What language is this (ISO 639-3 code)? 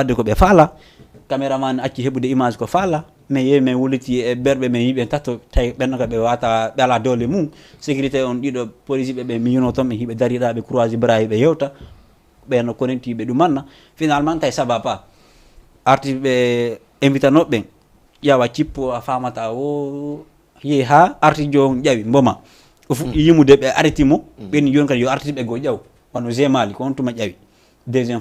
ful